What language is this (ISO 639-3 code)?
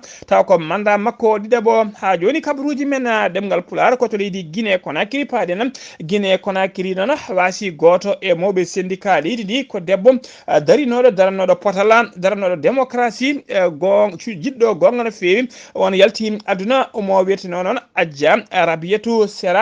ful